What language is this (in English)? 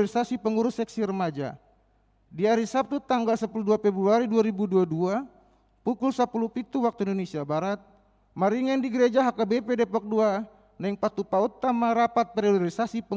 Batak Toba